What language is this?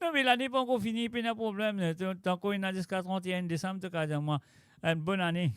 Morisyen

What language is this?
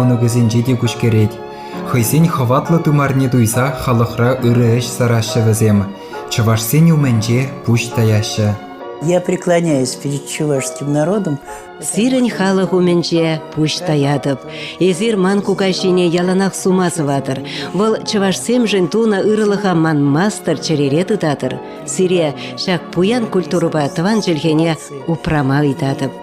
Chuvash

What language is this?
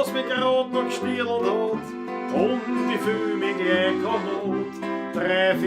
Bavarian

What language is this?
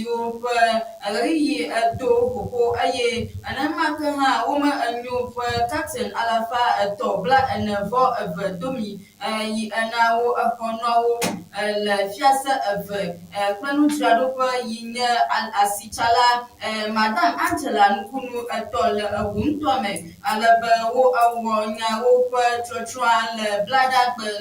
Ewe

